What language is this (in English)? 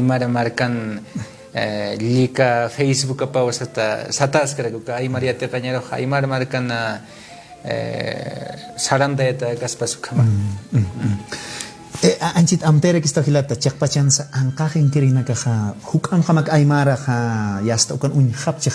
Aymara